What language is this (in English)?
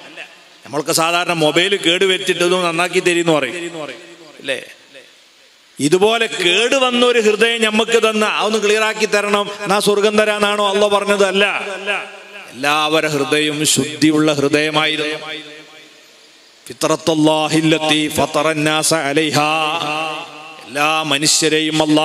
Malayalam